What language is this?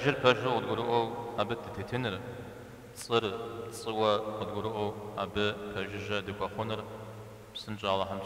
Kabardian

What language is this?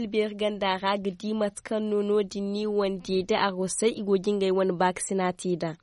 Zarma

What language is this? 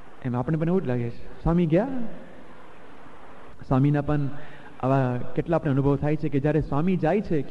Gujarati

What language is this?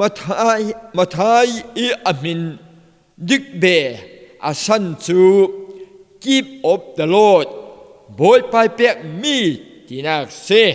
Falam Chin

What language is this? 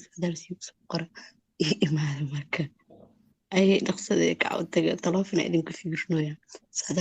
Somali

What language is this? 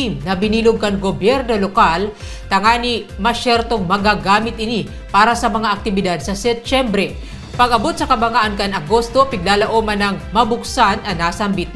Bikol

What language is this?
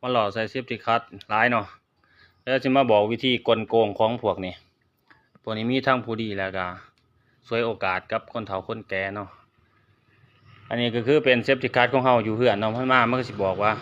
Lao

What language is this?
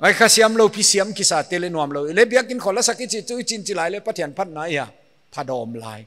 Paite Chin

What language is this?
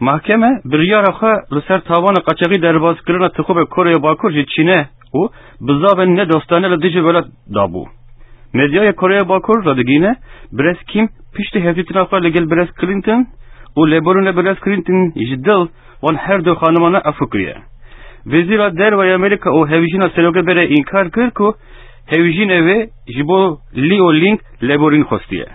Kurdish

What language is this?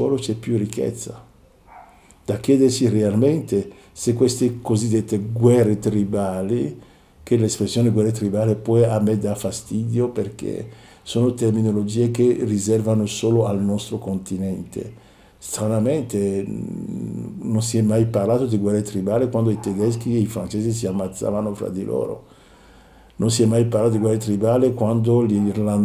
Italian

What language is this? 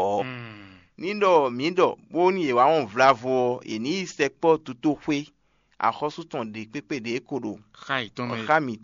Fon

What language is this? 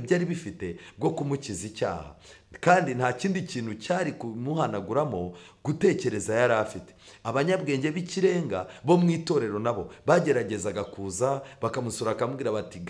Kinyarwanda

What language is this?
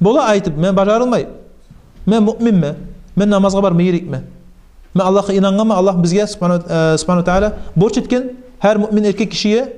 Kumyk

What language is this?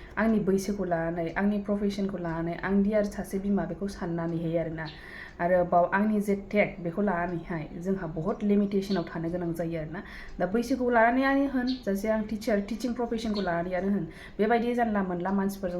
Bodo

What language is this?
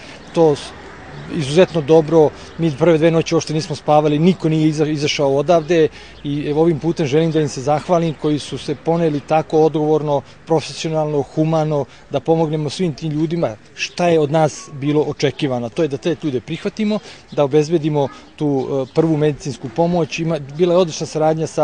Serbian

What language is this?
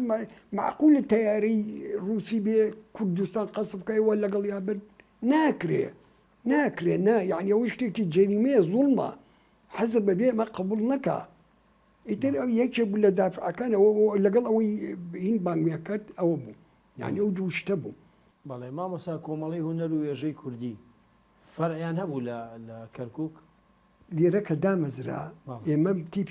Central Kurdish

